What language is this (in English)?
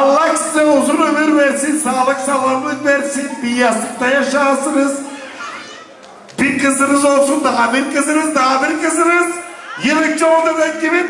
Turkish